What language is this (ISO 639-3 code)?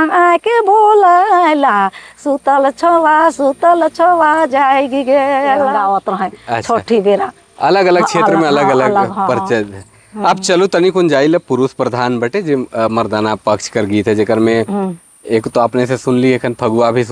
sck